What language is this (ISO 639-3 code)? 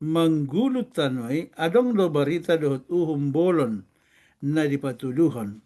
bbc